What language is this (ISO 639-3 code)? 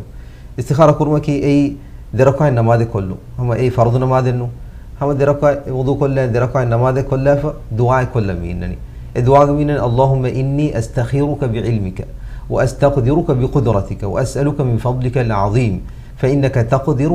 div